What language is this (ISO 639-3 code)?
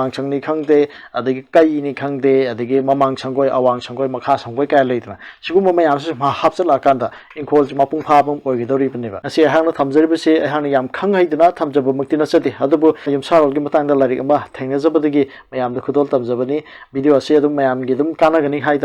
mni